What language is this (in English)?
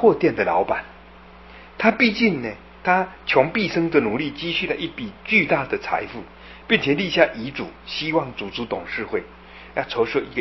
Chinese